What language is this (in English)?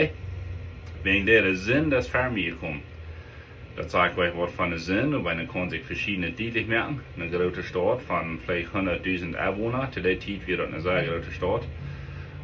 Plautdietsch